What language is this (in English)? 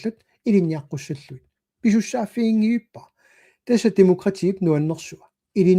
Kalaallisut